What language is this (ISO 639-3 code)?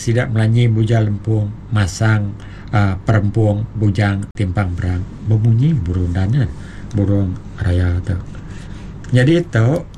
iba